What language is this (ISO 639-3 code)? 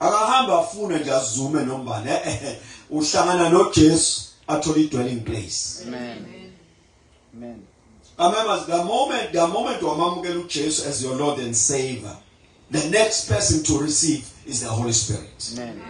zul